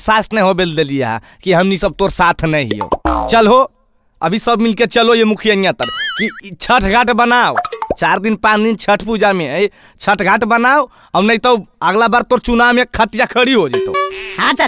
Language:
Magahi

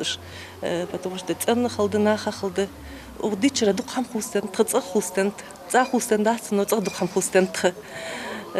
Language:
Ingush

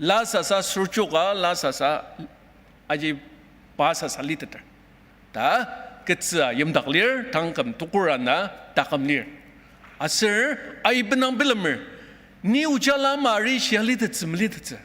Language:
Ao Naga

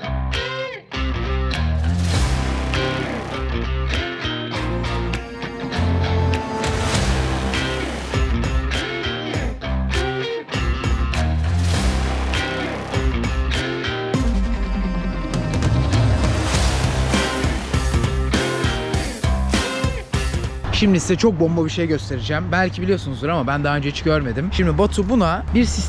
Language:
Turkish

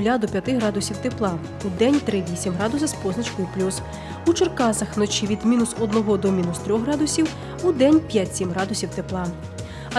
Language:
Ukrainian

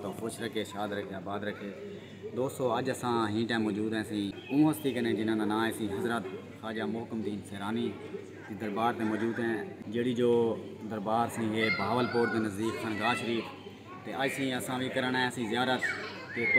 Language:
Saraiki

